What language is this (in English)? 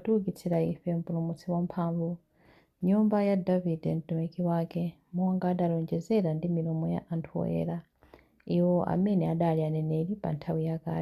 Nyanja